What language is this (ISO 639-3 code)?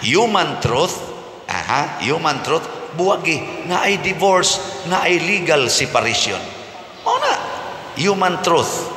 ceb